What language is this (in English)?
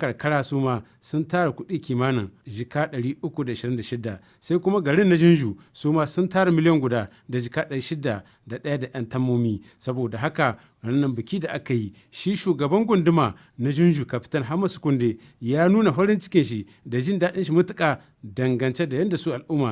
Hausa